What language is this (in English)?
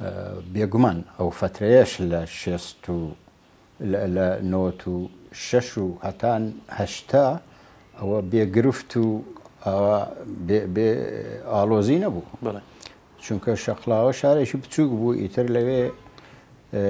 Central Kurdish